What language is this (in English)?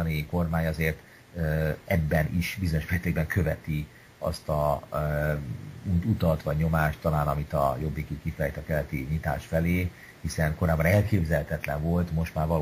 Hungarian